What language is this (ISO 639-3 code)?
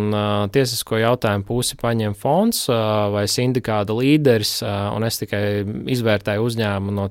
lav